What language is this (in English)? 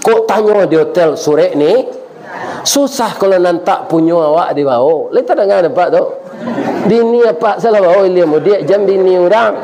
Minangkabau